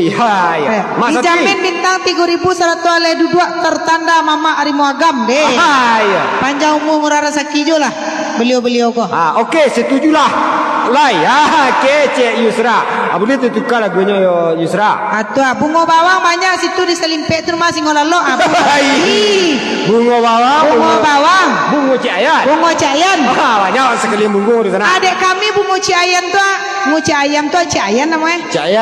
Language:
Minangkabau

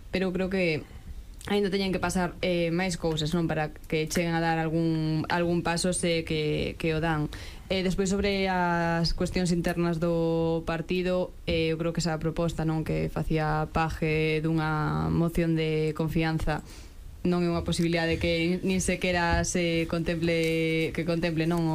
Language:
Galician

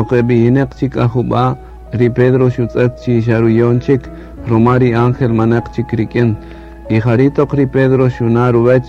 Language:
Kaqchikel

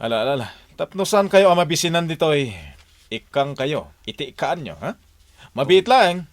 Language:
Iloko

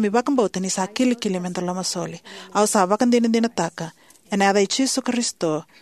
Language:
Fijian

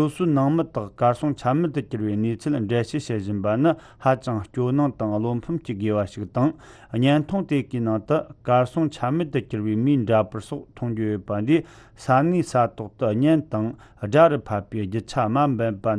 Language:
Tibetan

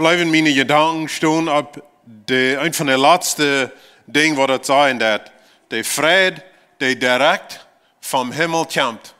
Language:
Plautdietsch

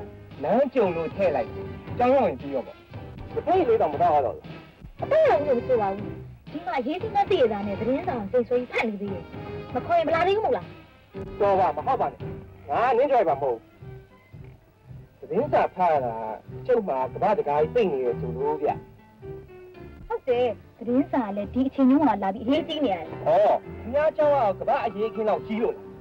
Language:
Burmese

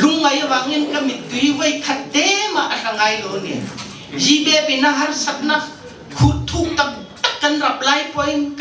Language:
Hakha Chin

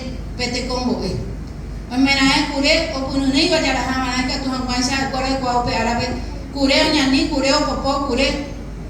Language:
Guarani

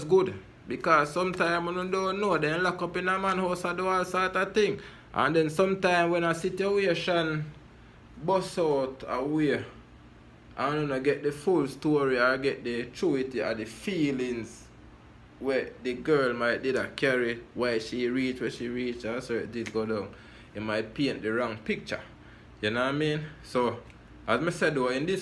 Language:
Jamaican Creole English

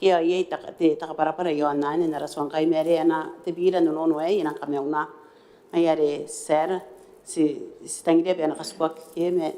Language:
Gilbertese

